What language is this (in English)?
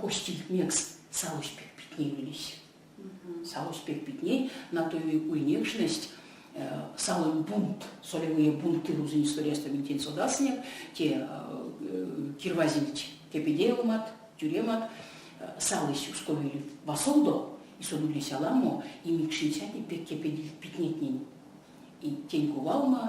Erzya